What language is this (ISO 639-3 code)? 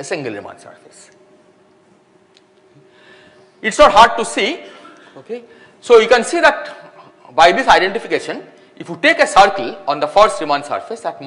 eng